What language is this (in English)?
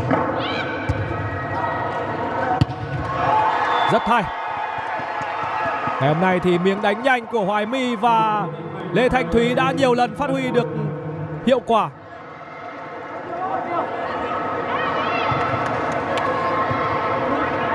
Vietnamese